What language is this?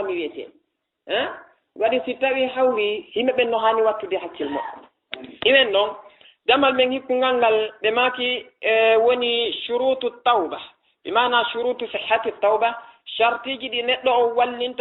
Fula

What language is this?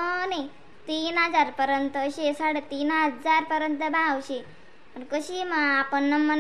Khandesi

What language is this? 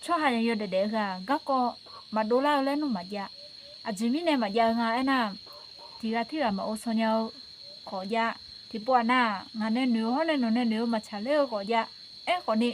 Akha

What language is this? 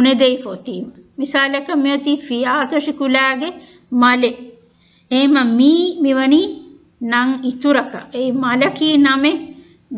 Divehi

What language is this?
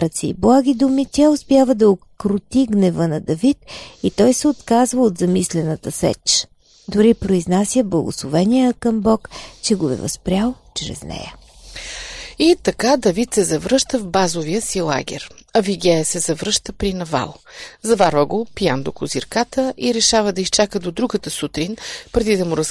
Bulgarian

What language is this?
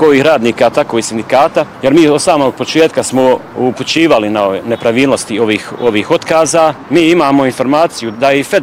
Bosnian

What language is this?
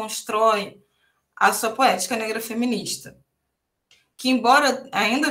Portuguese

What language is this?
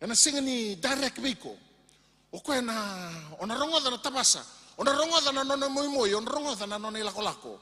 Fijian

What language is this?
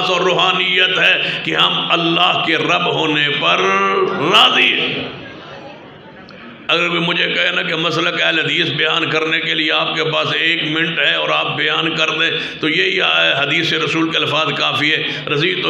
Urdu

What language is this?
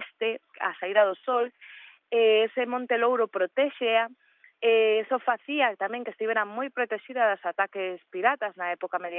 Galician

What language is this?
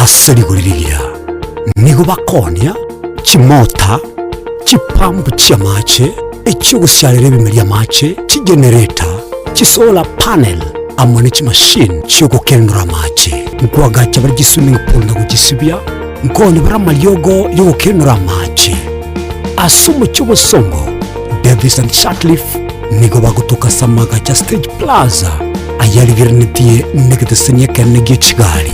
Gusii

